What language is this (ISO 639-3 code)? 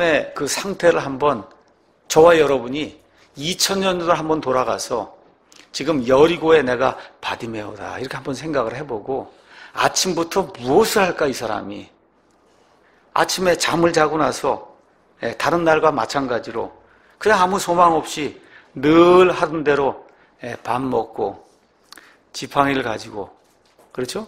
kor